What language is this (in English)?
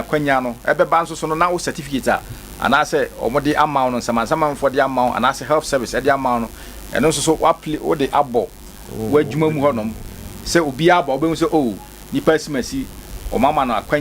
Akan